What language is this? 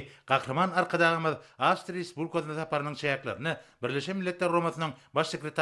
Turkmen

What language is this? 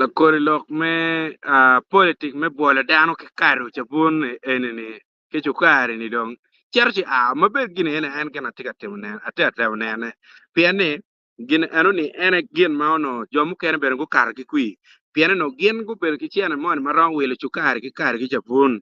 Acoli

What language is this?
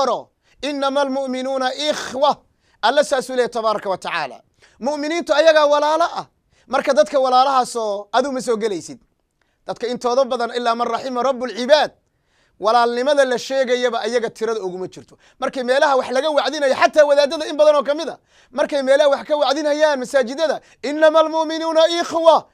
Somali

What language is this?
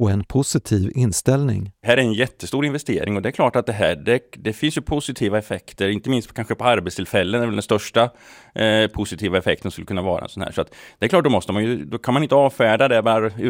Swedish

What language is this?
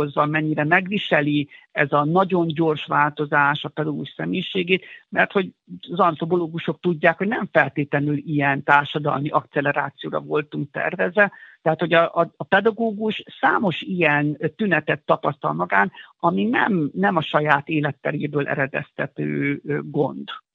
Hungarian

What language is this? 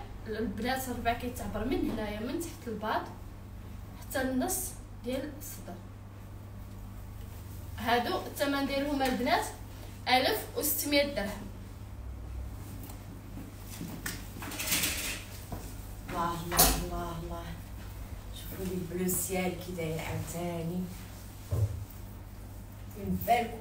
Moroccan Arabic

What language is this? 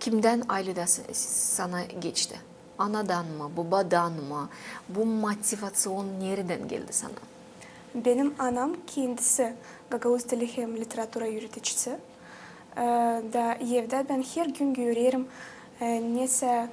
Gagauz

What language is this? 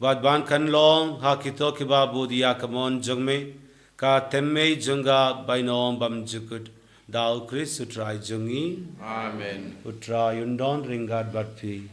Khasi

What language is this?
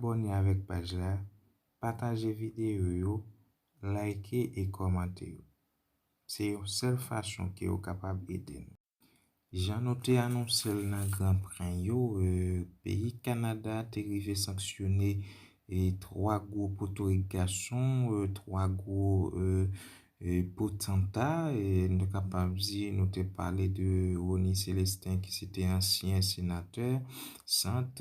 Haitian Creole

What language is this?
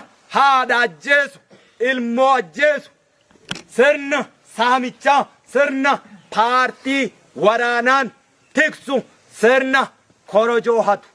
Oromo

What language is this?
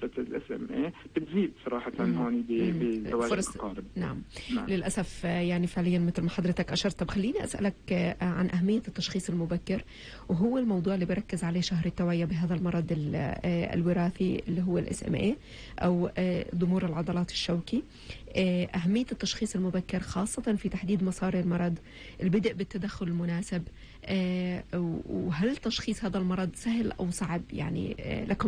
North Levantine Arabic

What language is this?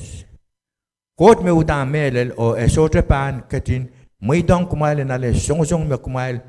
Pohnpeian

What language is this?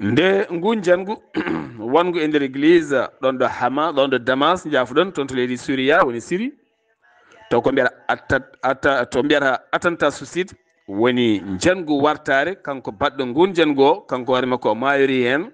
Fula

